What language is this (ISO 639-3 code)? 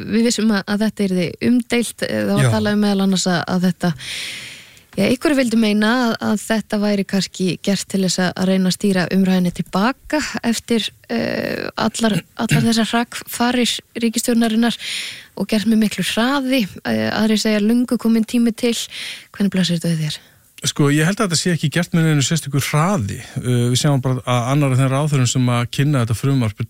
isl